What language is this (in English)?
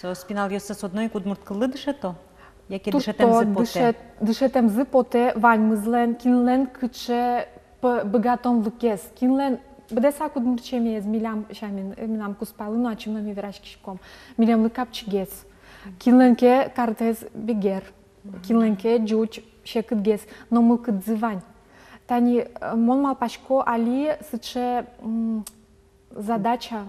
Udmurt